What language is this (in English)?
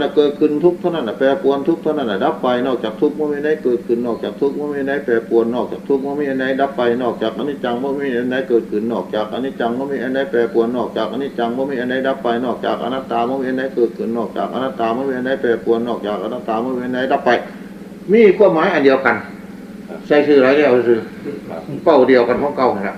Northeastern Thai